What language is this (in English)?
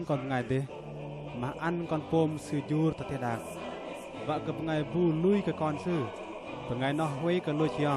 Bahnar